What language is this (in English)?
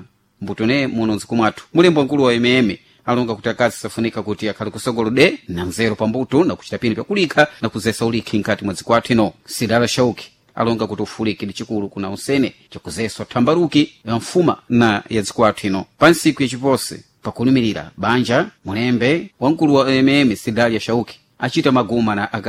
Sena